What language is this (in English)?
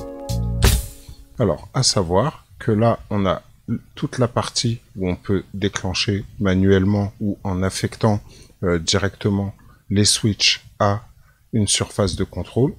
French